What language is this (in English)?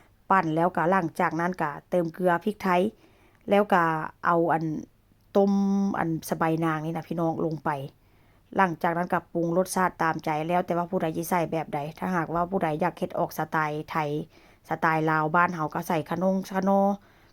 Northeastern Thai